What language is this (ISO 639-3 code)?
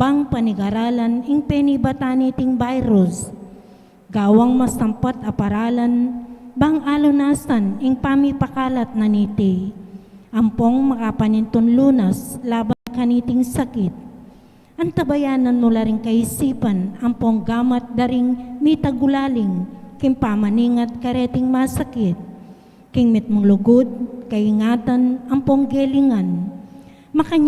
pam